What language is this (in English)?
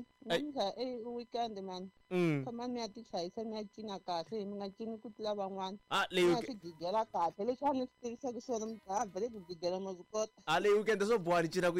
Tsonga